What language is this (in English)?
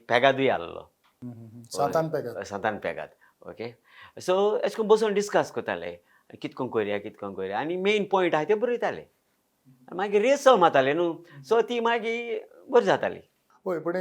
Konkani